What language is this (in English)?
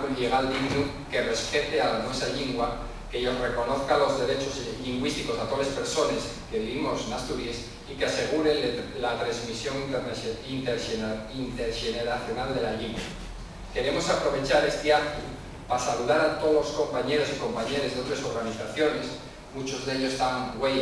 Asturian